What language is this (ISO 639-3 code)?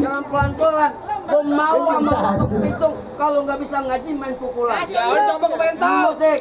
bew